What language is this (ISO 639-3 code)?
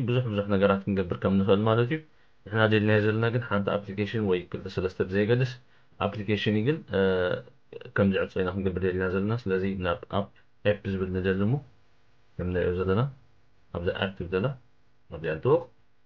tir